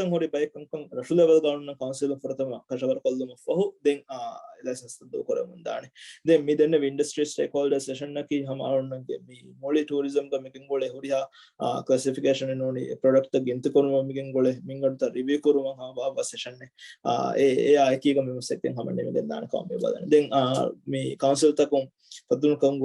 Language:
Divehi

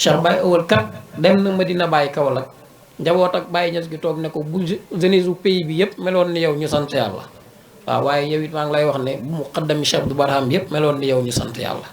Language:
Wolof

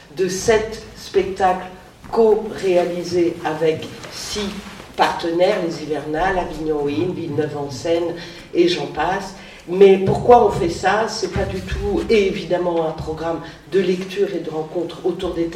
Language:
French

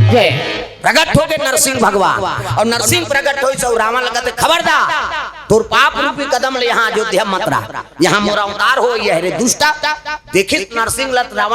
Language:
Chhattisgarhi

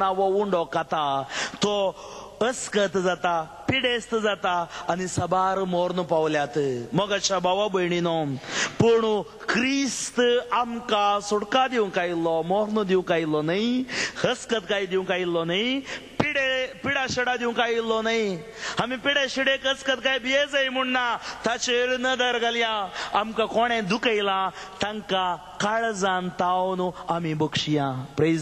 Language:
Konkani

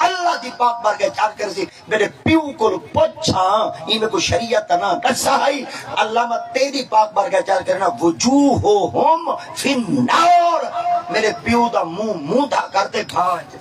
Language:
Saraiki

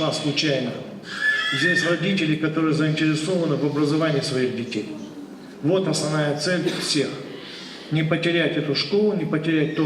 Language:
Ossetic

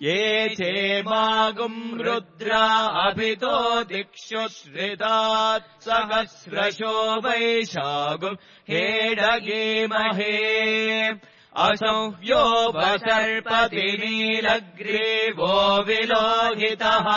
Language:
Sanskrit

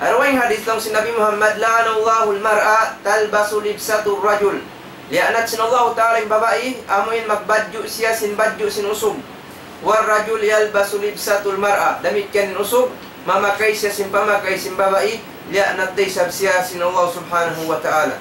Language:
Tausug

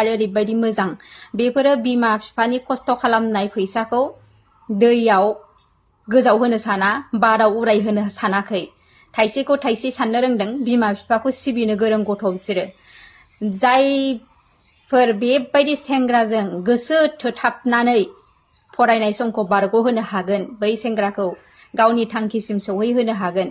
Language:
Bodo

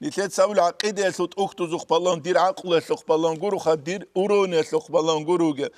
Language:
Avaric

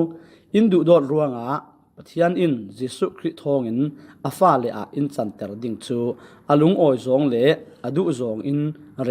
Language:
Falam Chin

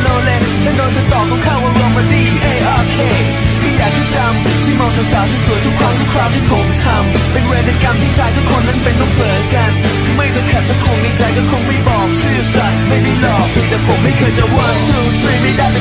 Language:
Thai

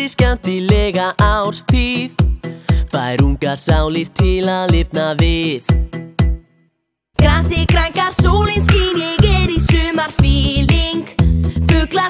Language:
Icelandic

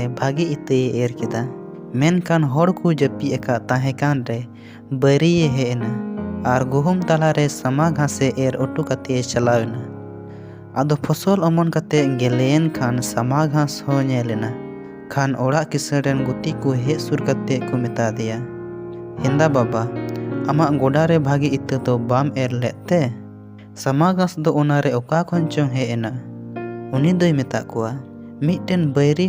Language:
Santali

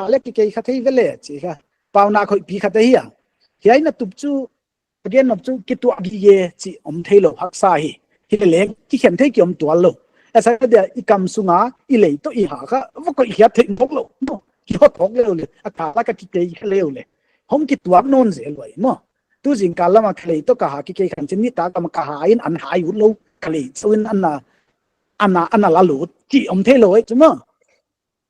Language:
Paite Chin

